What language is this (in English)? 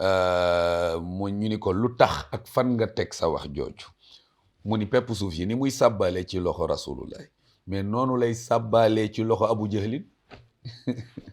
Wolof